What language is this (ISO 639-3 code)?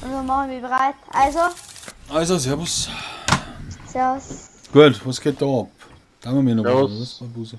bar